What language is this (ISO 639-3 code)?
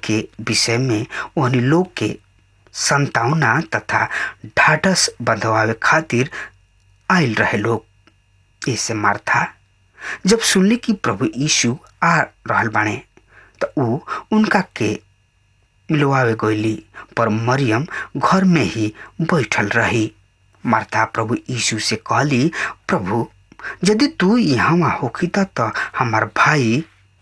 bho